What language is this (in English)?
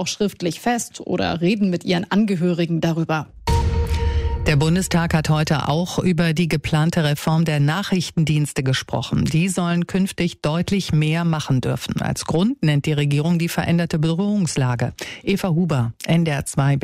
German